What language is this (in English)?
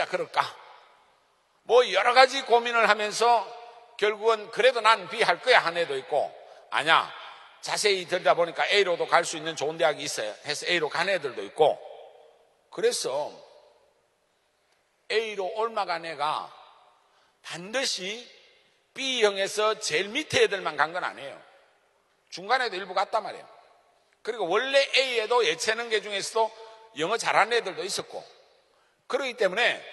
Korean